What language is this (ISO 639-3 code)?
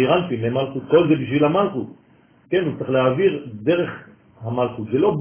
heb